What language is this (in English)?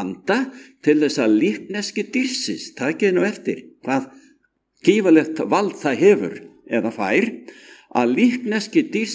Icelandic